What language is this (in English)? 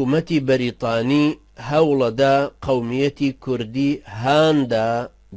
Central Kurdish